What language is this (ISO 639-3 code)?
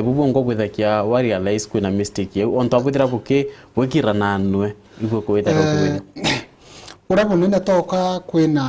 mer